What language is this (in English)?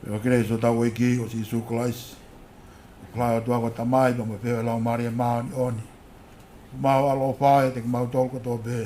Tongan